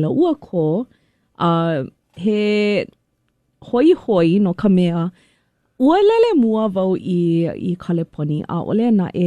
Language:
Hawaiian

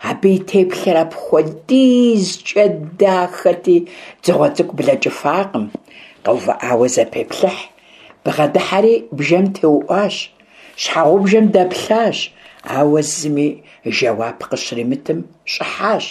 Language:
Kabardian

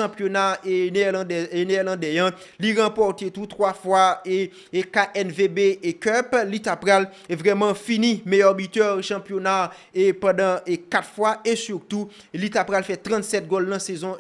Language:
Haitian Creole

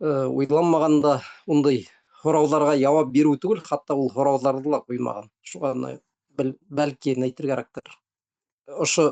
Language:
Bashkir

